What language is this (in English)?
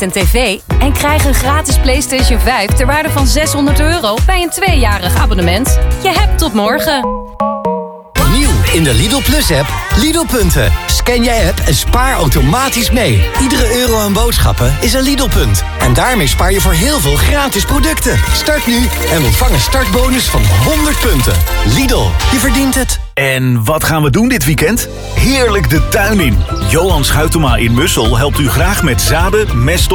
Dutch